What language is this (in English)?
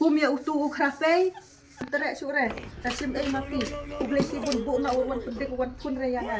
Khasi